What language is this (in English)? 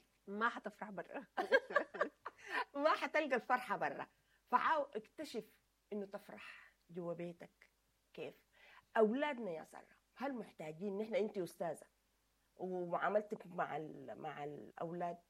Sudanese Arabic